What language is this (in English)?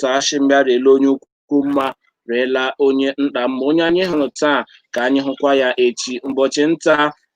Igbo